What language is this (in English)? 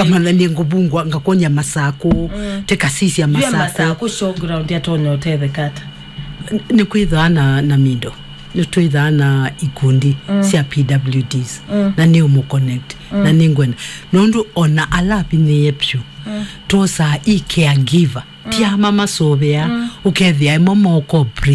Kamba